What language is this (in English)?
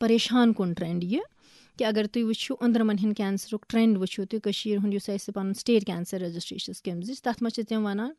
Kashmiri